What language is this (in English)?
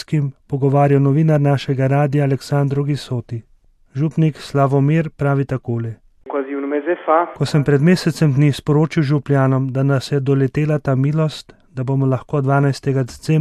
Slovenian